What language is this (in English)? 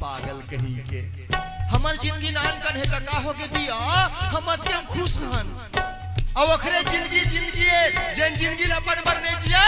Chhattisgarhi